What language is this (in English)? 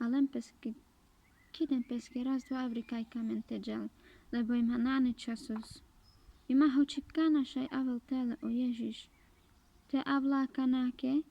Carpathian Romani